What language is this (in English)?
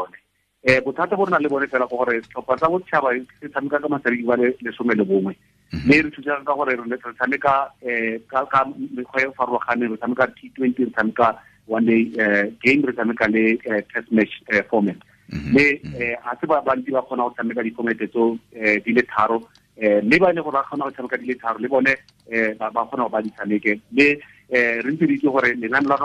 Tswana